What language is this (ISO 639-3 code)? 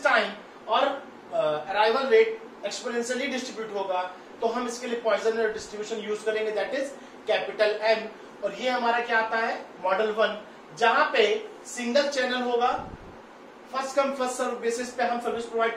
hin